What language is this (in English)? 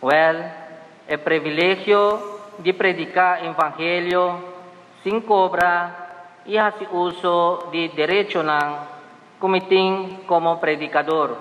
Papiamento